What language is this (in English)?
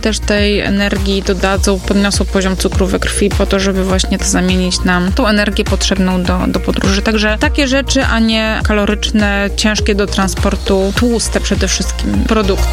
Polish